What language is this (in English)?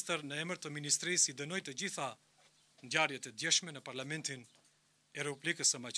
Albanian